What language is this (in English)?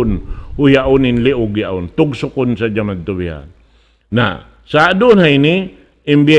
Tausug